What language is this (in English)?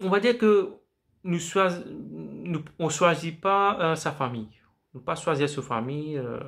Morisyen